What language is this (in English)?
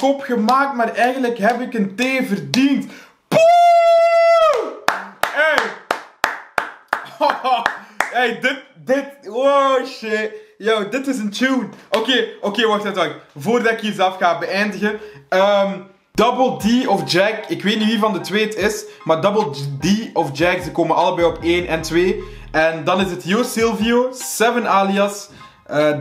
Dutch